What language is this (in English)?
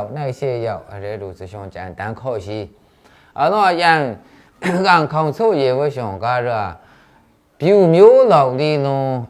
Maru